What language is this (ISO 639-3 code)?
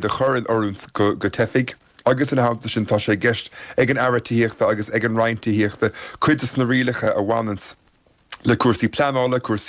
gle